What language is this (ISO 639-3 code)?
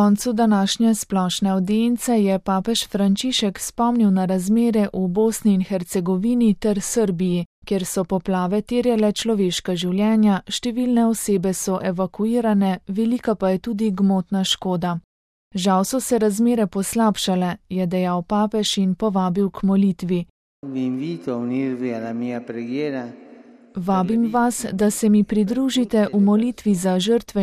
slv